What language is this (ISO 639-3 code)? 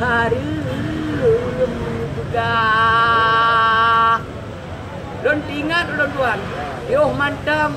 ace